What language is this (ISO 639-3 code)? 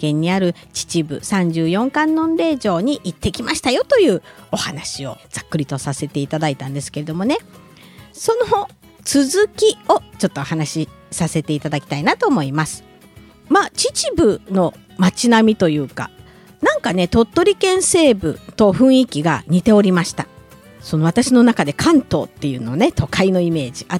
jpn